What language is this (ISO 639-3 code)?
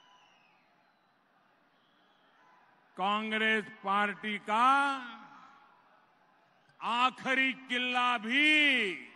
kan